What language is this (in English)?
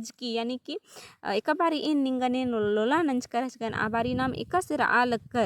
Kurukh